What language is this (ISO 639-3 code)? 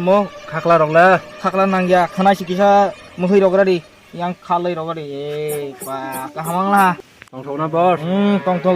trp